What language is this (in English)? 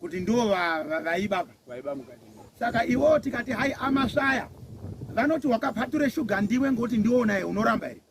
Shona